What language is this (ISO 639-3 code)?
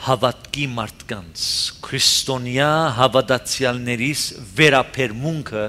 hye